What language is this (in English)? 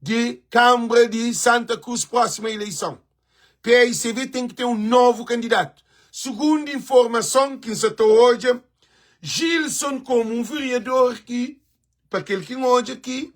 Kabuverdianu